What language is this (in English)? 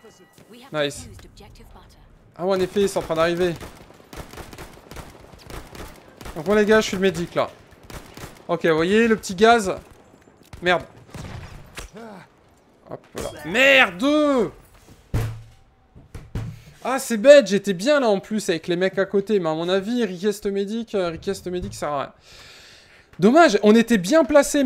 French